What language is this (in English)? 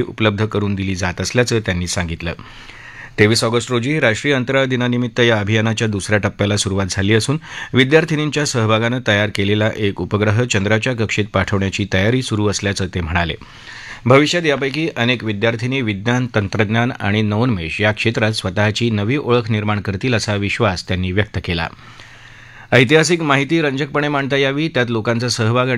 Marathi